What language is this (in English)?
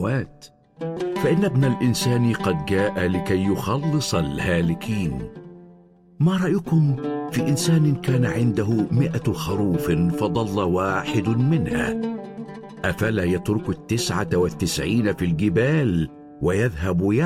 Arabic